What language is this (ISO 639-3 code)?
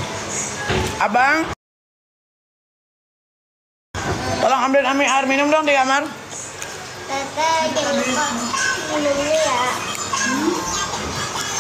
ind